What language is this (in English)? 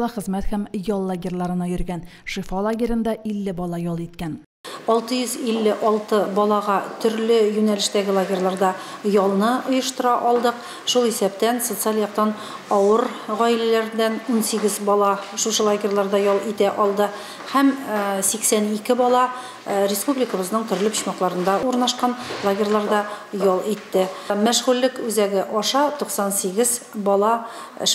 Tatar